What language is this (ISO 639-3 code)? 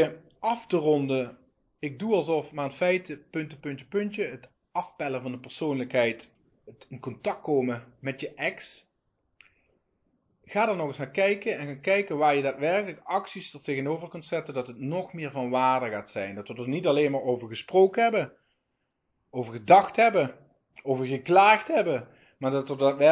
nld